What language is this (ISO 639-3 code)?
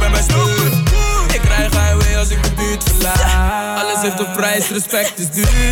nld